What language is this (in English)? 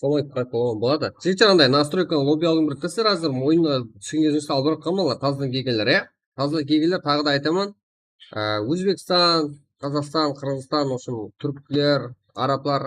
Kara-Kalpak